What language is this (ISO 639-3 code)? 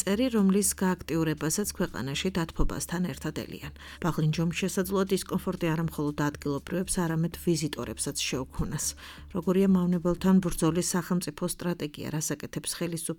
kat